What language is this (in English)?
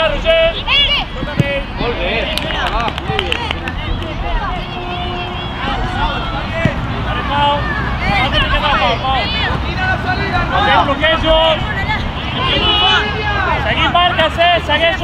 Catalan